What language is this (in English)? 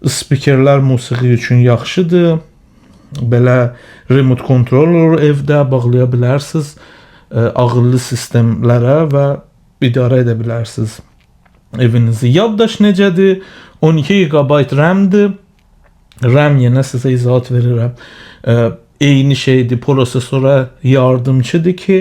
Azerbaijani